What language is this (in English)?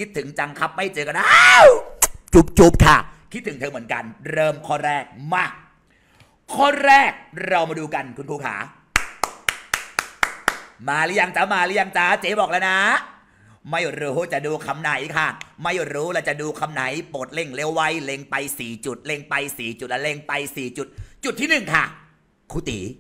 Thai